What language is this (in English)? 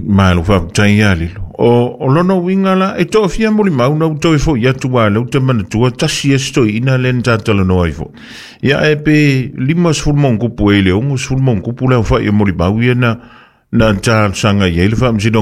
Samoan